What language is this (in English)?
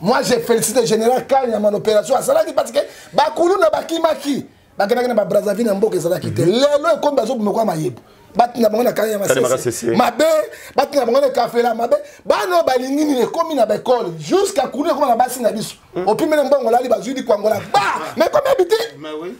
Lingala